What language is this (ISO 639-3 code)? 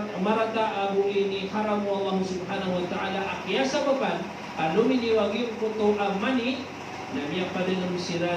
mrw